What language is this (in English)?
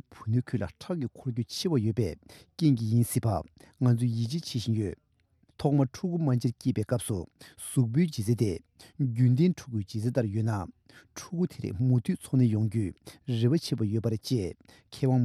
Tibetan